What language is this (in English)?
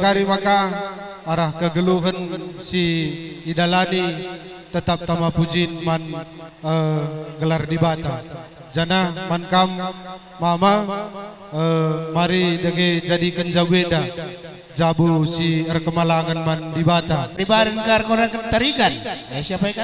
Batak Karo